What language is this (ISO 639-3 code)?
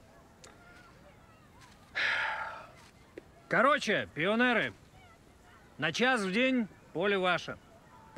rus